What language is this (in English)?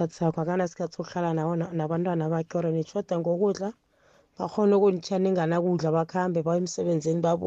South Ndebele